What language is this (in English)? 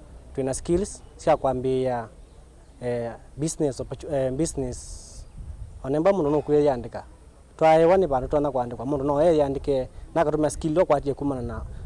Kamba